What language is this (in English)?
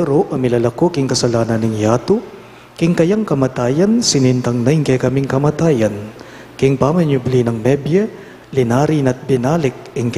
Pampanga